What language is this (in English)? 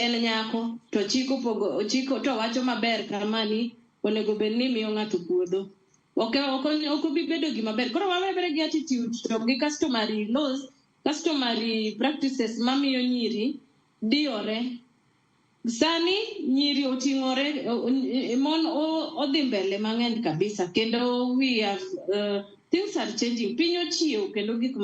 Luo (Kenya and Tanzania)